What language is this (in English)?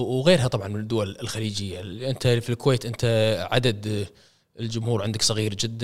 Gulf Arabic